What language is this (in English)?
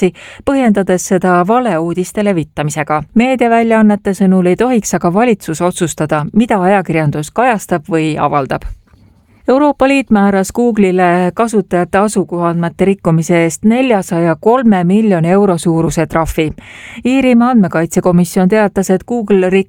Estonian